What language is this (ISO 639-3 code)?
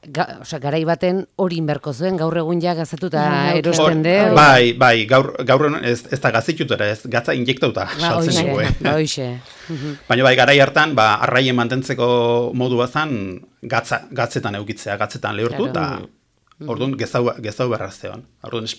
eus